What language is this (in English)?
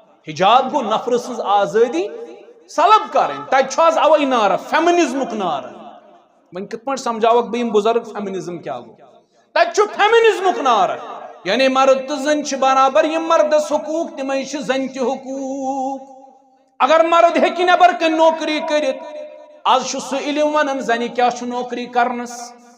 Kashmiri